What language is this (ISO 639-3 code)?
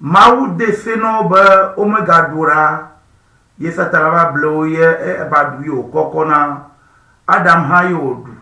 ewe